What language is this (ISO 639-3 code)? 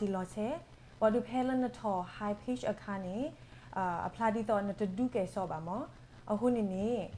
ksw